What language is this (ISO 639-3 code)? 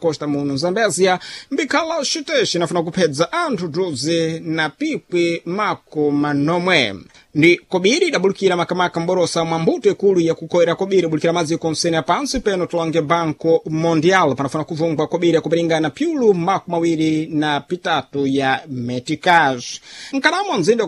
seh